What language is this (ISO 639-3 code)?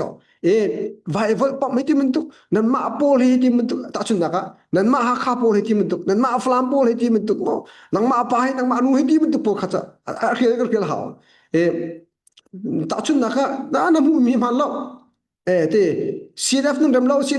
cnh